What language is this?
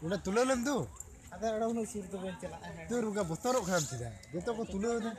Santali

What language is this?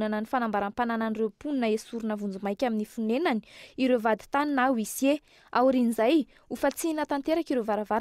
Malagasy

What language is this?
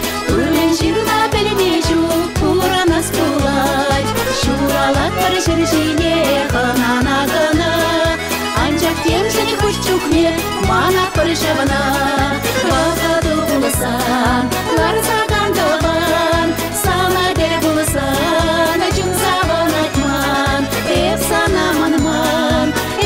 Chuvash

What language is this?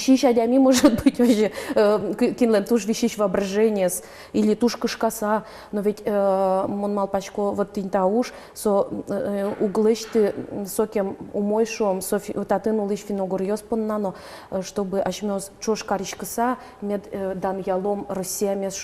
Udmurt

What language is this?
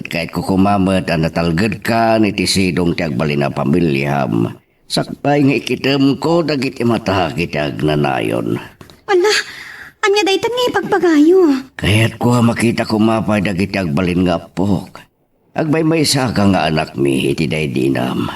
Iloko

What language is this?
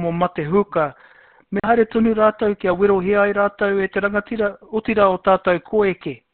Māori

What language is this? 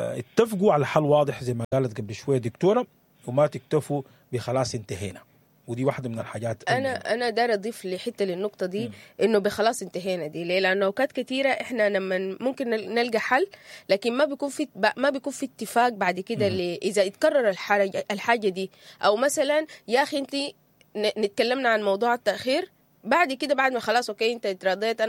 Sudanese Arabic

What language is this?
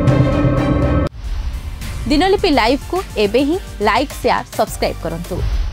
Odia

